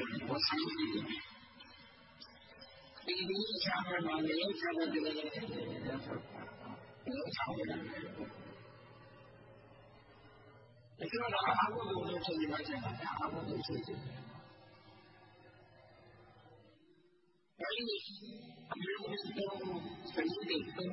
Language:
Burmese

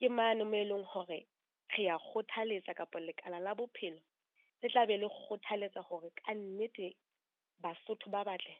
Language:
Southern Sotho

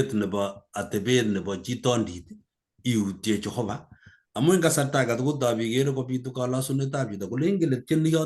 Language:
Kalenjin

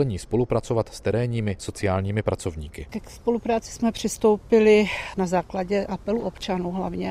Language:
Czech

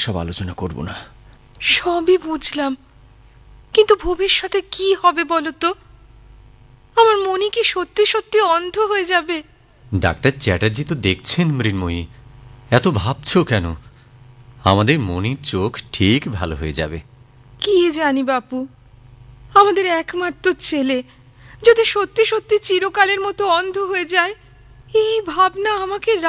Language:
Bangla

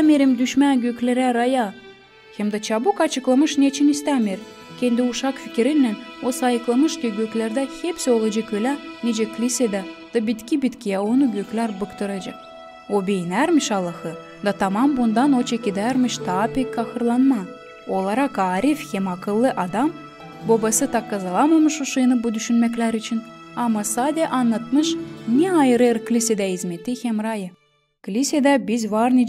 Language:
Gagauz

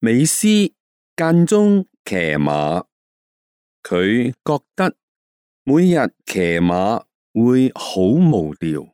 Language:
Cantonese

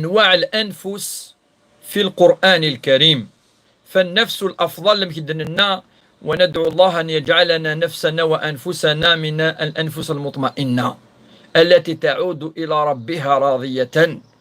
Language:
Kabyle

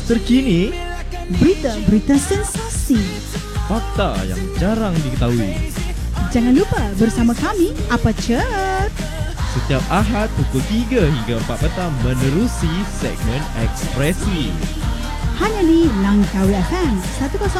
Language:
Malay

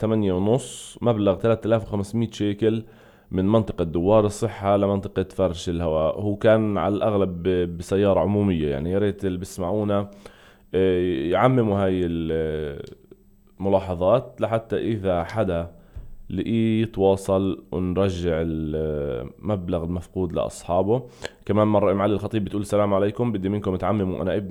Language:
North Levantine Arabic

